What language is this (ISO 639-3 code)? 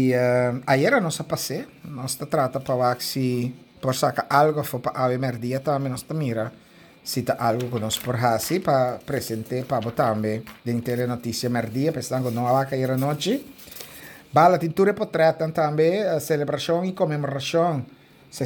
pap